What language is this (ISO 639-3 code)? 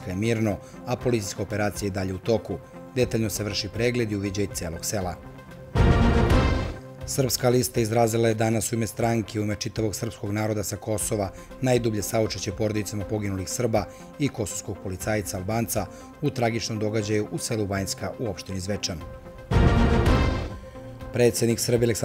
srp